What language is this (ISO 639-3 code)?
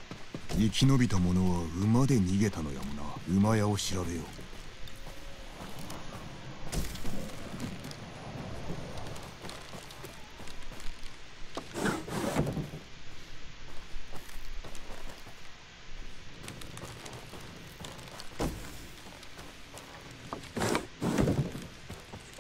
jpn